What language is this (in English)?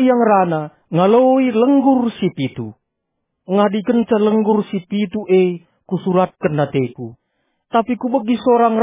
Batak Karo